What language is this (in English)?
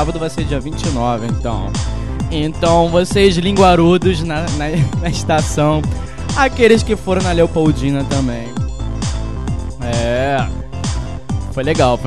Portuguese